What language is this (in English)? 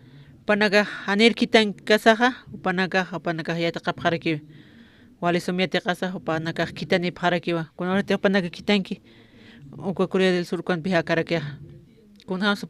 Aymara